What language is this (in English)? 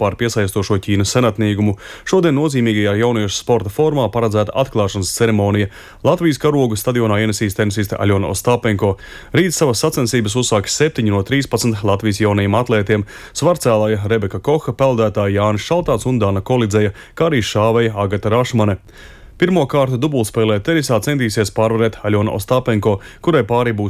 Latvian